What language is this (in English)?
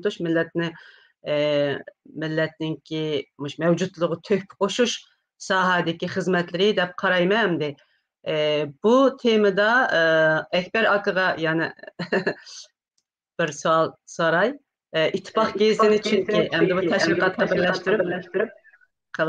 Uyghur